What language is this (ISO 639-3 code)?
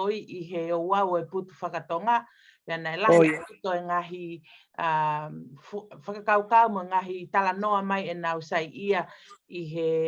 ton